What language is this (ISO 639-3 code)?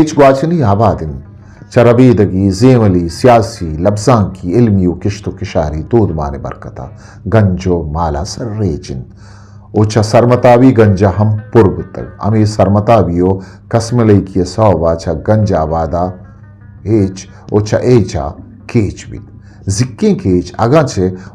bgp